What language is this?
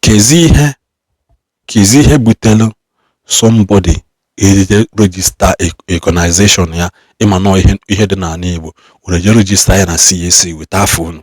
Igbo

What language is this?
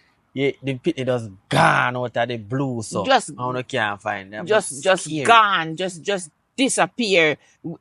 Jamaican Creole English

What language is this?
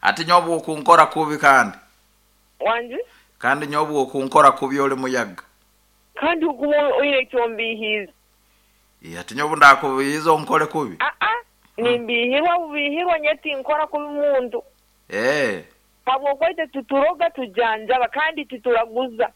Nyoro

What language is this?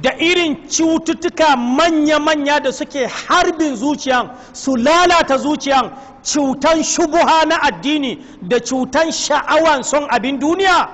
Hausa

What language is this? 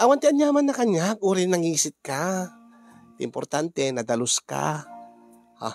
Iloko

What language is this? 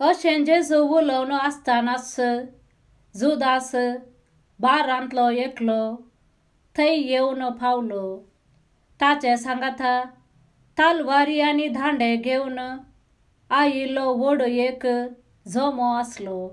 Konkani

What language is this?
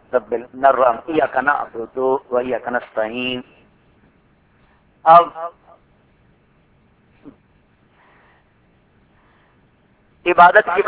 Urdu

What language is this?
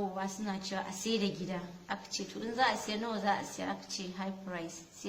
Hausa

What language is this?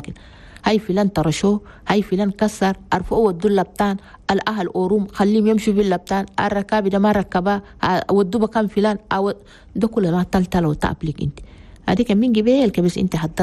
Chadian Arabic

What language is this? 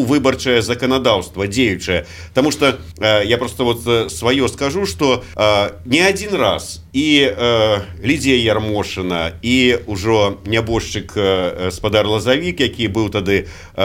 Belarusian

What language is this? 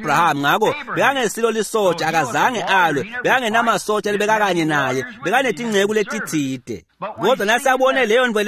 Swati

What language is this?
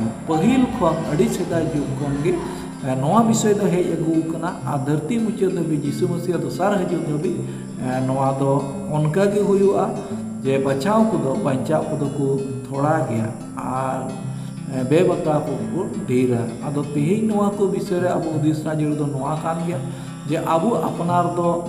Santali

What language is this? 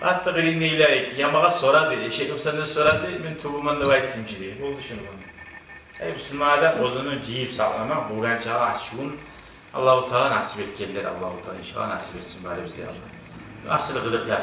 Kumyk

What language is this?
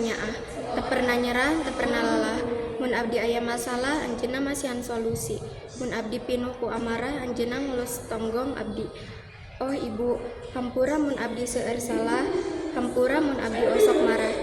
Sundanese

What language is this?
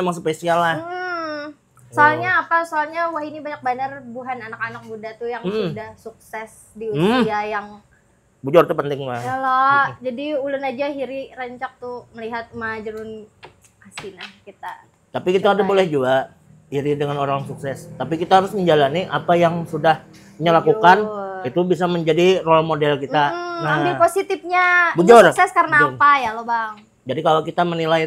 Banjar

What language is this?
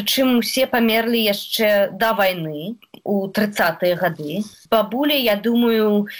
Belarusian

